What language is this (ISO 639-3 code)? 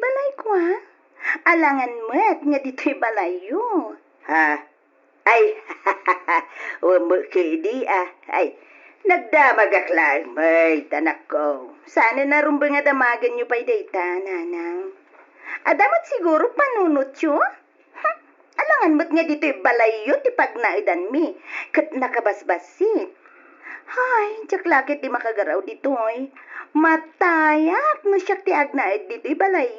ilo